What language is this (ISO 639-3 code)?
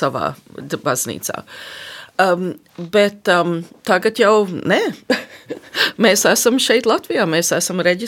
lav